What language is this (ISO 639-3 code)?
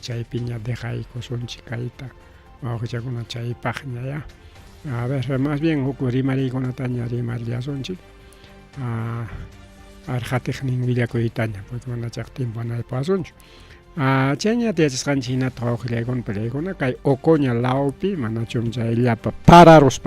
quy